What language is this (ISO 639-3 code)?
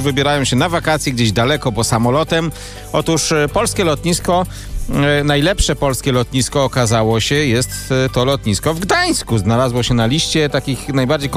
pol